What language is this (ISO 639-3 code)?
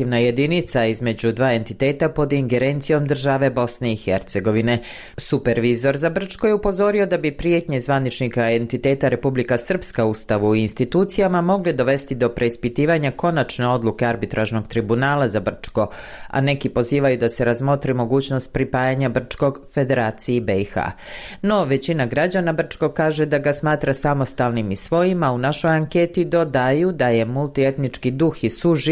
bos